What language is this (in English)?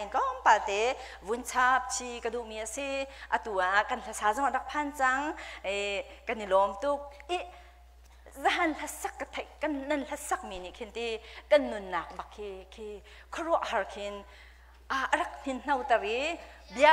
Hakha Chin